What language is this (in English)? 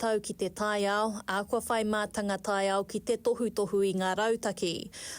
Māori